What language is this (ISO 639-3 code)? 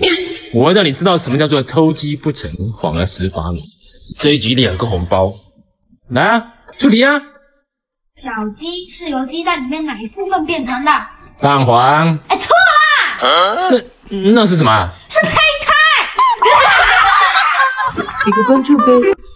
zho